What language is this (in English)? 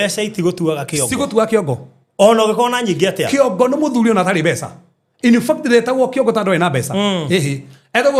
Kikuyu